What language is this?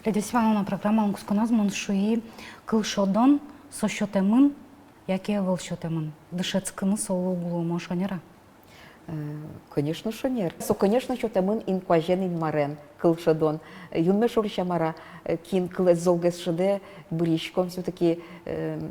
Udmurt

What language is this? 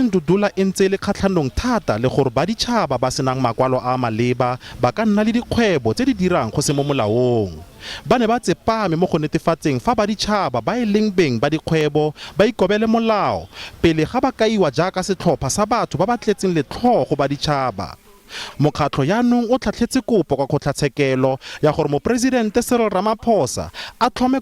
Tswana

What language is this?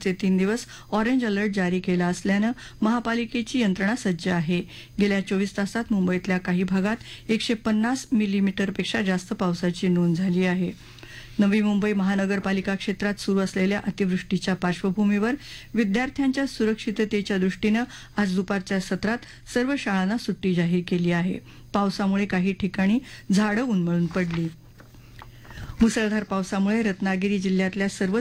Marathi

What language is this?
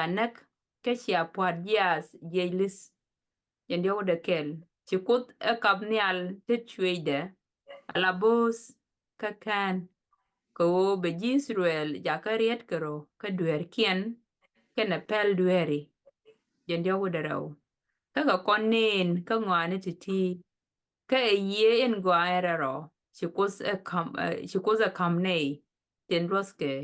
Nuer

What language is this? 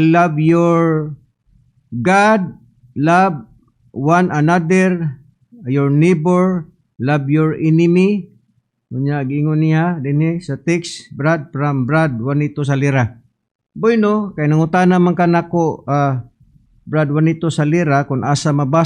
Cebuano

